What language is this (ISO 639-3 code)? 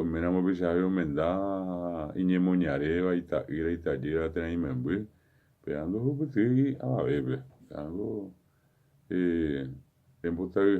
grn